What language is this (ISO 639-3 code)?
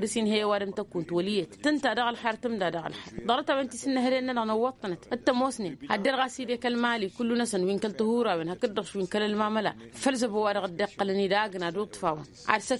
taq